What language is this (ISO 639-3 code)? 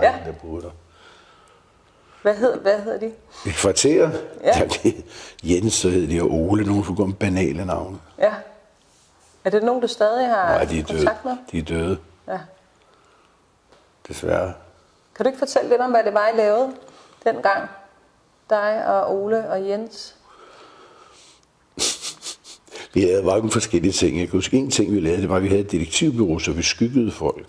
dan